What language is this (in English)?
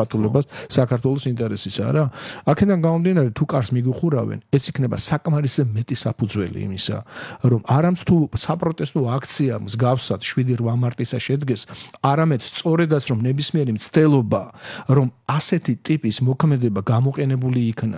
Georgian